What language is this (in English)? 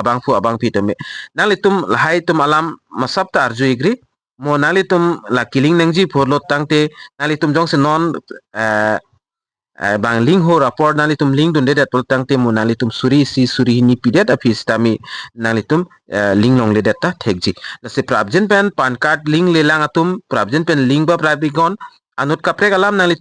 Karbi